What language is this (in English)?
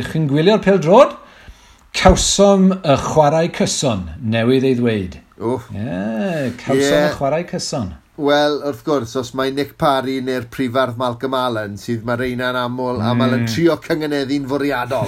Welsh